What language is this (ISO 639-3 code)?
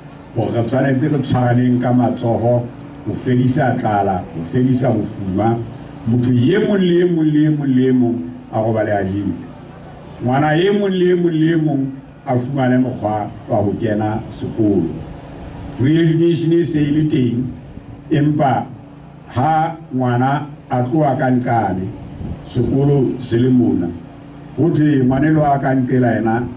sot